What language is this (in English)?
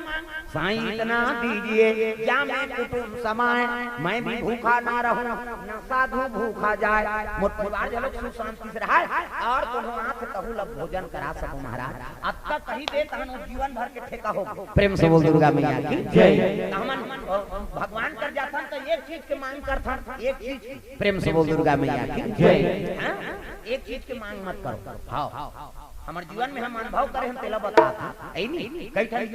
Chhattisgarhi